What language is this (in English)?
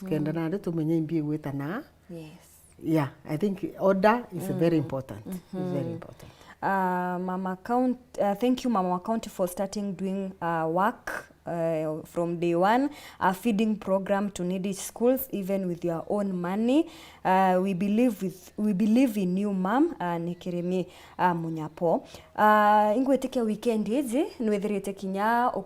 Meru